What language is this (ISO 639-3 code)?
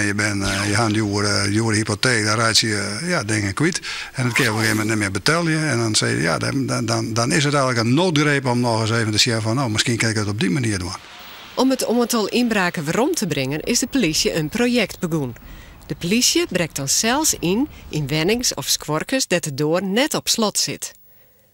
fry